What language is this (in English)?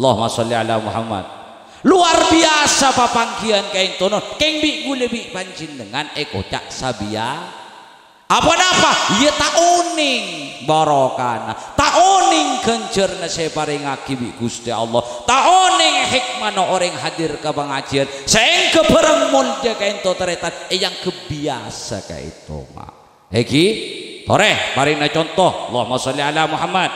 Madurese